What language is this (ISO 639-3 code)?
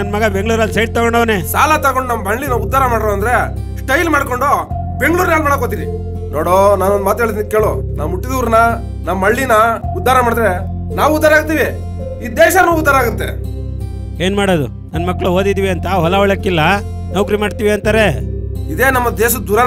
kan